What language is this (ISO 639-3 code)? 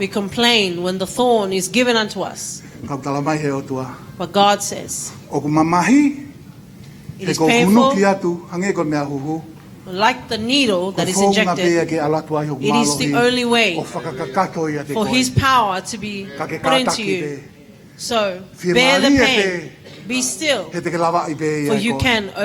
ton